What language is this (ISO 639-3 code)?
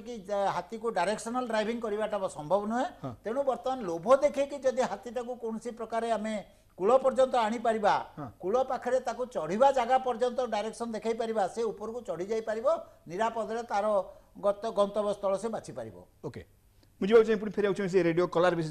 ori